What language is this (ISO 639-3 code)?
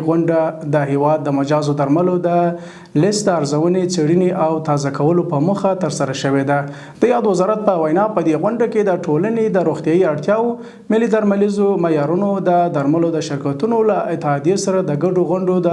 pus